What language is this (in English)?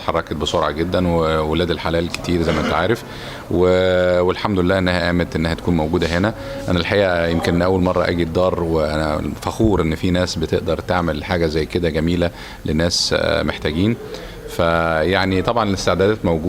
Egyptian Arabic